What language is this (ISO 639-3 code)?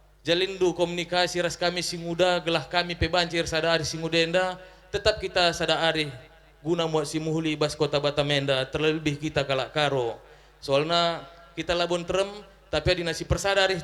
btx